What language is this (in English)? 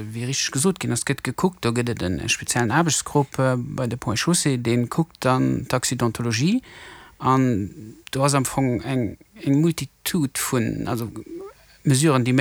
Luxembourgish